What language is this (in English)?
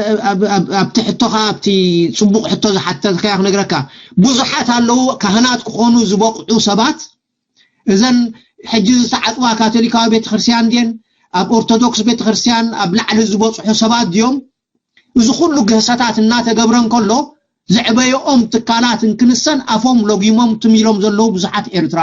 Tigrinya